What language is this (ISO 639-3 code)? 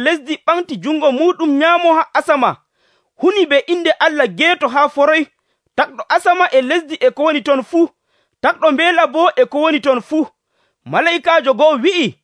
fuv